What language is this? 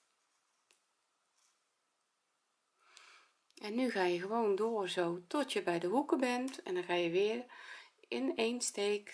Dutch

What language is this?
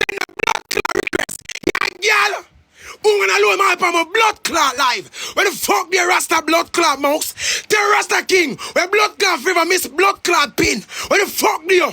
Jamaican Creole English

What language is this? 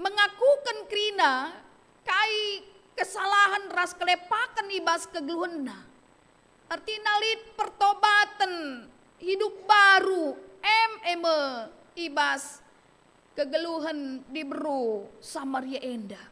Batak Karo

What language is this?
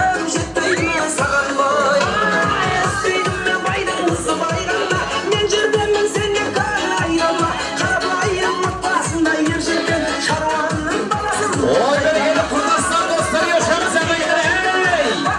Kara-Kalpak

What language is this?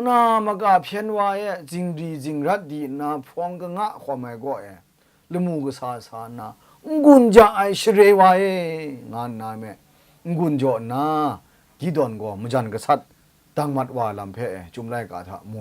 Kachin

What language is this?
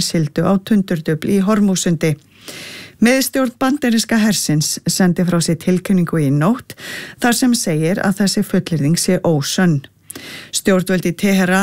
Icelandic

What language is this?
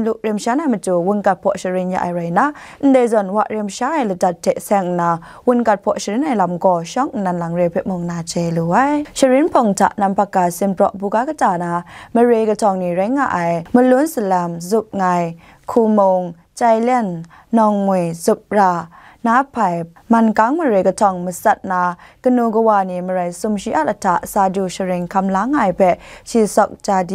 Kachin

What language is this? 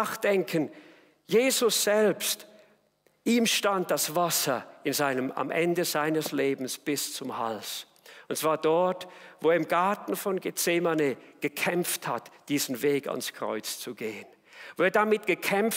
Swiss German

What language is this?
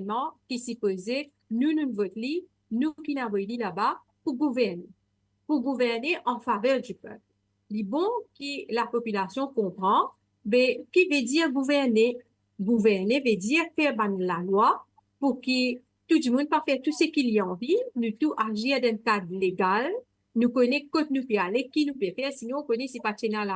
Morisyen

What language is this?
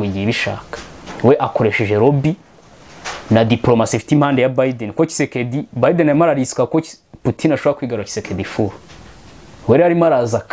Kinyarwanda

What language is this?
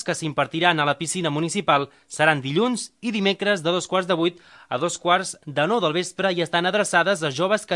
Catalan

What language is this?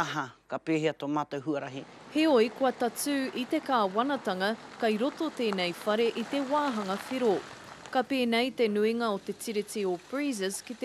Māori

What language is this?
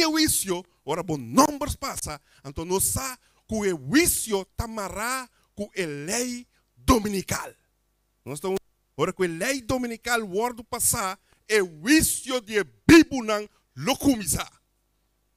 Papiamento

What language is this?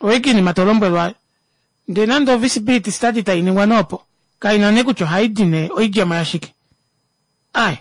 Kuanyama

